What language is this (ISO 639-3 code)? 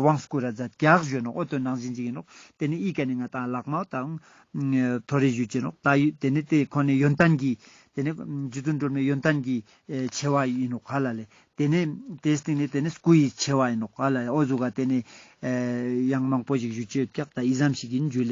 lbj